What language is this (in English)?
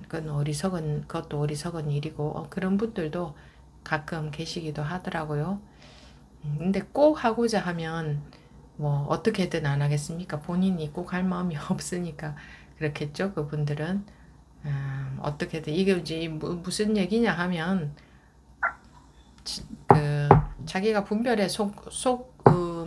Korean